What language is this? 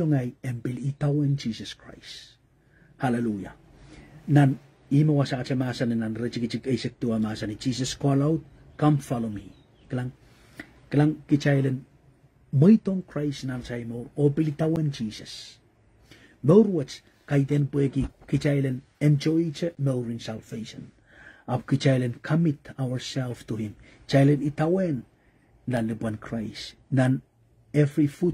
Pohnpeian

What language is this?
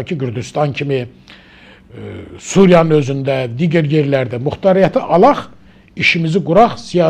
Azerbaijani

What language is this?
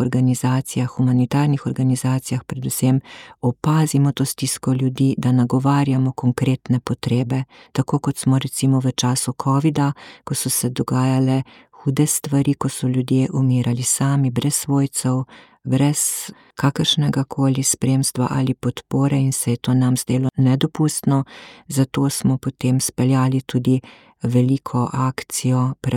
Slovenian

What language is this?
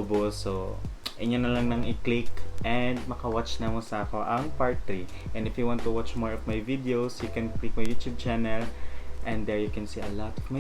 Cebuano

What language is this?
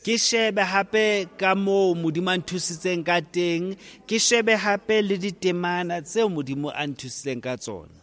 Southern Sotho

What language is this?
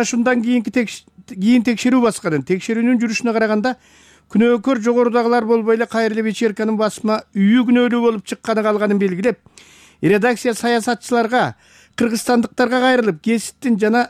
Kyrgyz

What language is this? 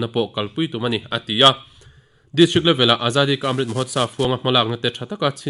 Mizo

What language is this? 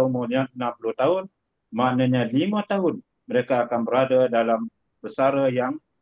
Malay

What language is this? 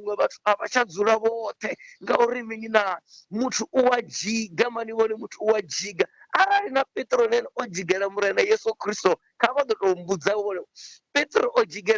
Venda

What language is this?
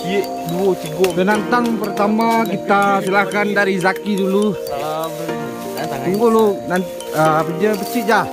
Minangkabau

